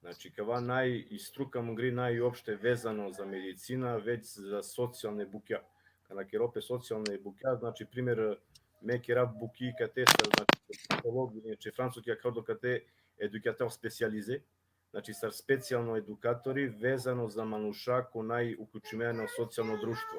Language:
Balkan Romani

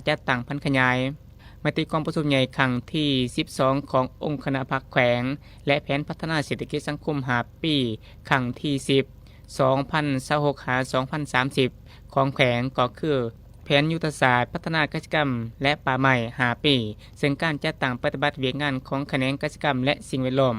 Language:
Lao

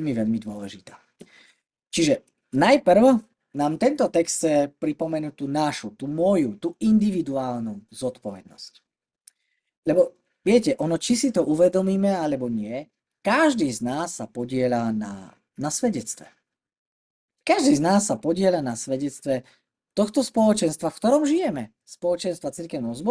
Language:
Slovak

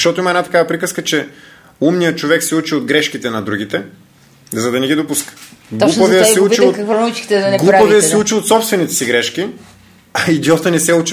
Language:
Bulgarian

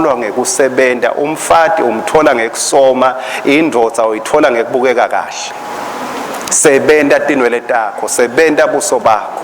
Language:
Swati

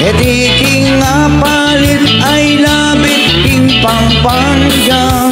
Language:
Pampanga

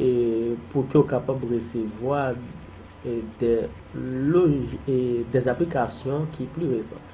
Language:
Haitian Creole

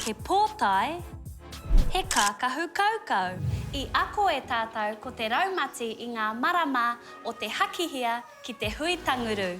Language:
Māori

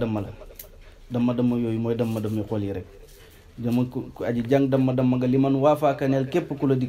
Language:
Wolof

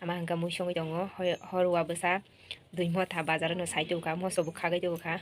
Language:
Kok Borok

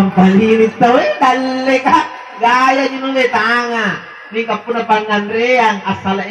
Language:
Makasar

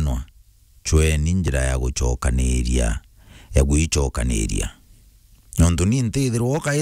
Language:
Meru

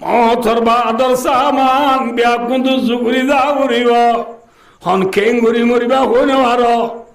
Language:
Rohingya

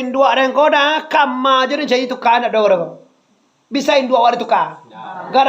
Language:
Minangkabau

